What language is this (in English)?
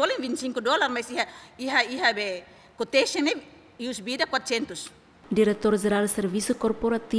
Tetum